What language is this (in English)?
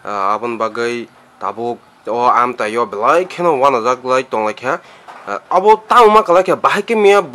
Kok Borok